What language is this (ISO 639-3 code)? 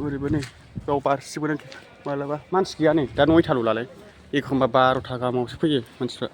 brx